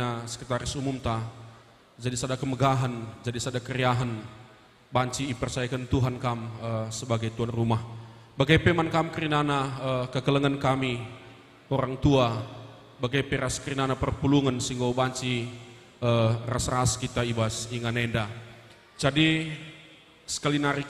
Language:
Batak Karo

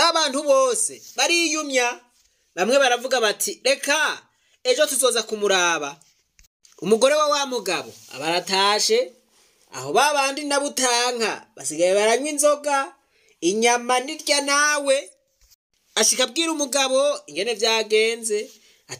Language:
Rundi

